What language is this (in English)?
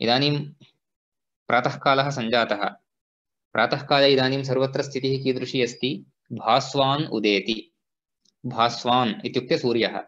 Sanskrit